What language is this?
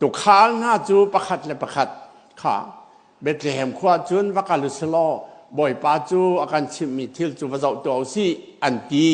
Hakha Chin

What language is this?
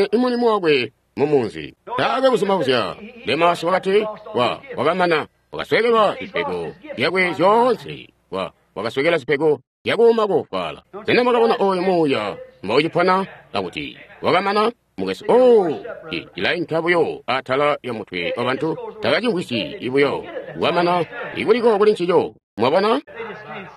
Tonga (Zambia)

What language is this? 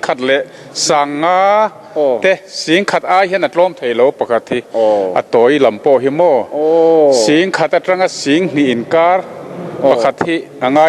Mizo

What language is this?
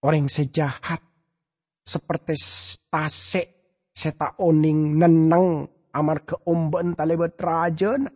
Madurese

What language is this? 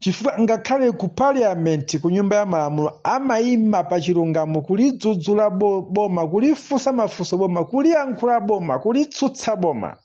Nyanja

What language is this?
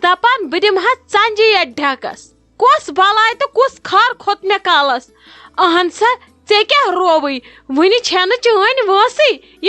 Kashmiri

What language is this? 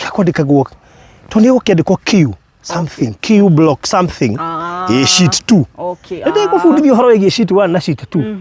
Kikuyu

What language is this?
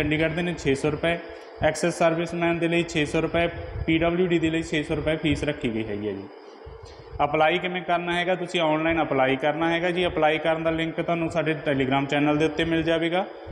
Punjabi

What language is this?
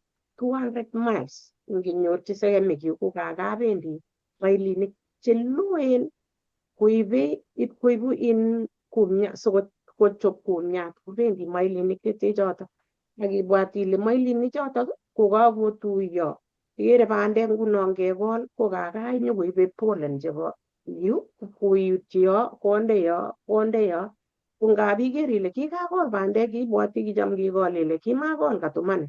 Kalenjin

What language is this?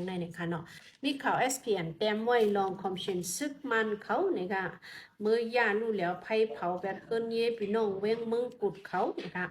Shan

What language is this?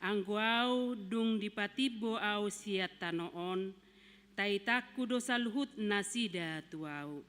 Batak Toba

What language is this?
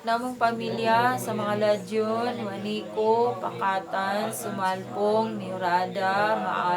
Cebuano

